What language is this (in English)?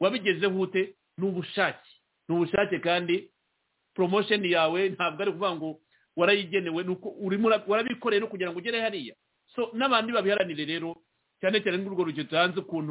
Kinyarwanda